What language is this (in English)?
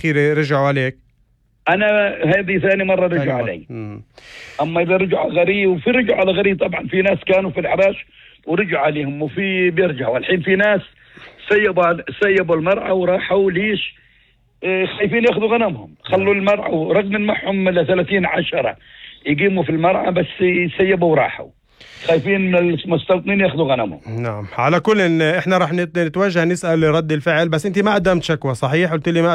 North Levantine Arabic